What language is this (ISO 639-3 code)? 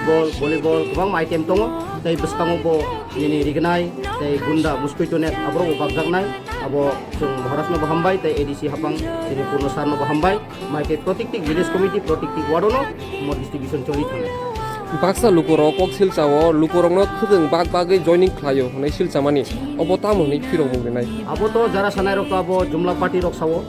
trp